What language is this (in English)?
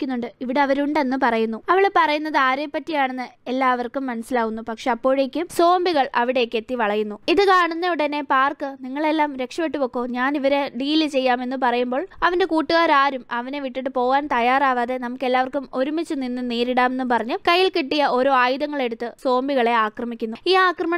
Malayalam